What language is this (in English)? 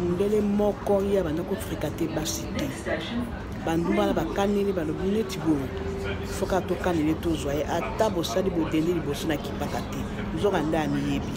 Lingala